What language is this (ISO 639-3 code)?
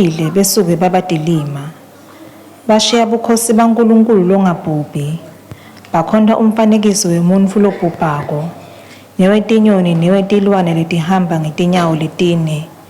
ssw